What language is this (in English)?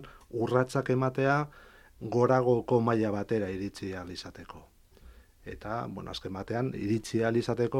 Basque